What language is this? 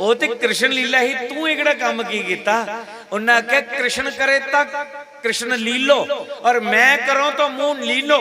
Dogri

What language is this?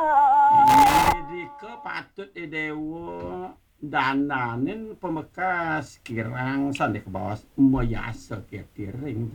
Balinese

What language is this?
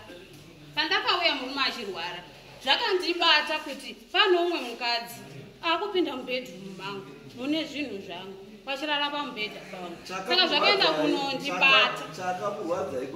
Shona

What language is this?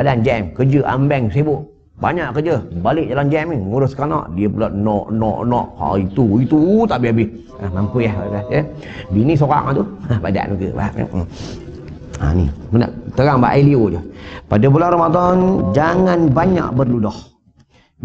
Malay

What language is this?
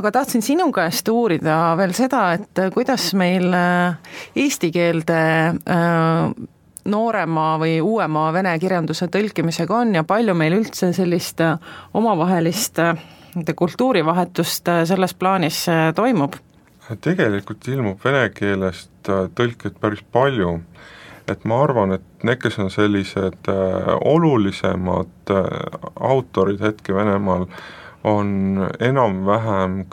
Estonian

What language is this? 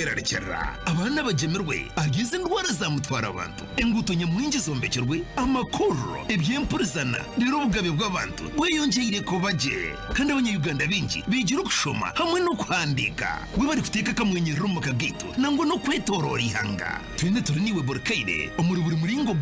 Nyankole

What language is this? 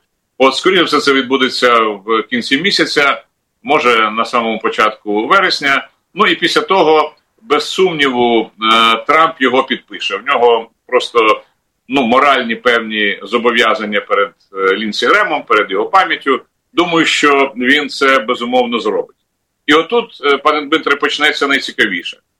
Ukrainian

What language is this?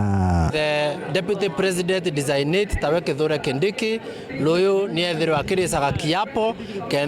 Meru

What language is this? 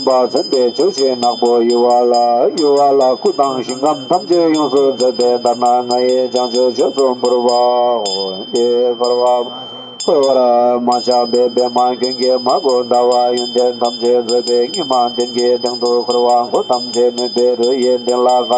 Tibetan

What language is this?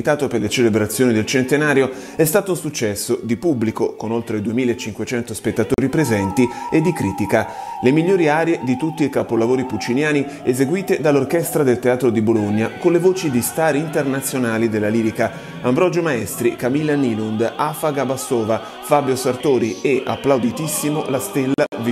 Italian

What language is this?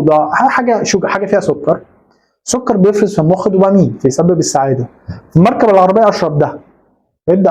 Egyptian Arabic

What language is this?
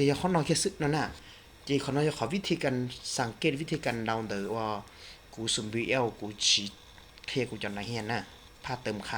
Hmong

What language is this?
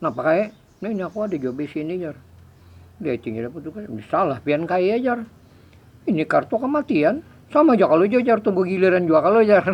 Banjar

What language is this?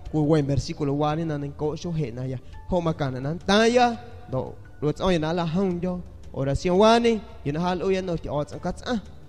San Pedro Amuzgos Amuzgo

